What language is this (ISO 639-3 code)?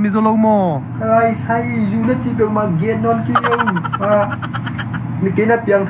ctd